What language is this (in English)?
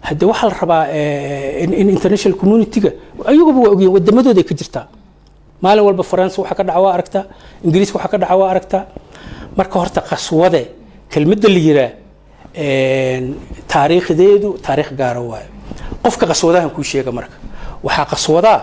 Somali